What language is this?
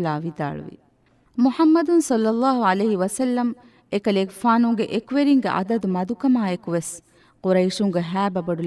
Divehi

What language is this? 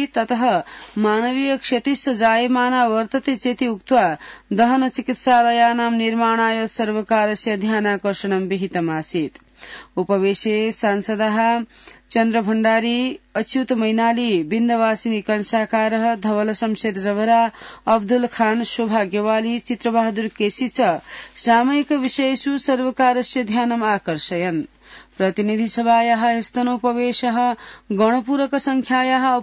Sanskrit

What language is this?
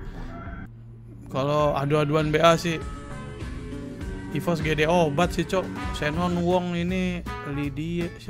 Indonesian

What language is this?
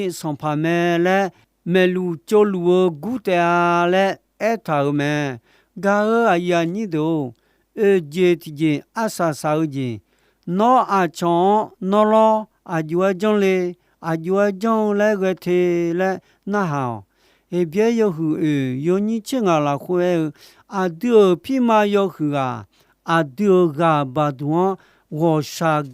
Akha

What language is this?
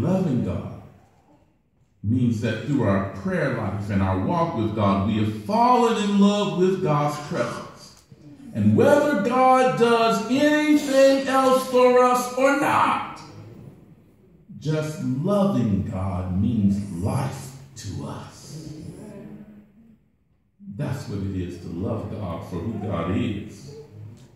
English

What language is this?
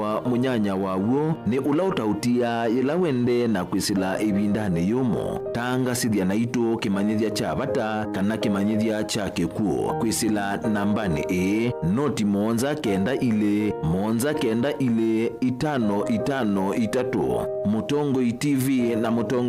Kamba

